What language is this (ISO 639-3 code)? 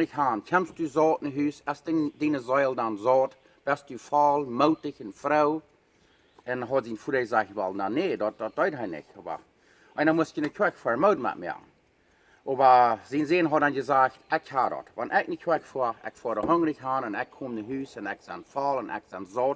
pdt